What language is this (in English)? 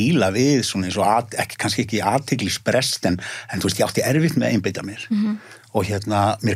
Icelandic